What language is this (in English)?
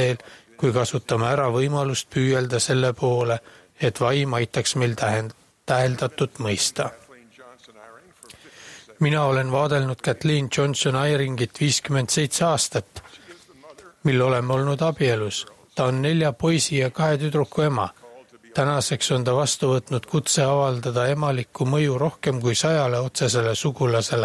Estonian